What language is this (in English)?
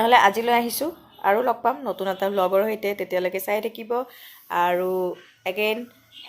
Assamese